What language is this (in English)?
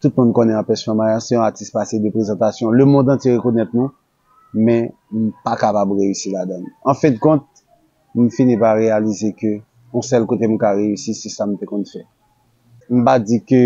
Haitian Creole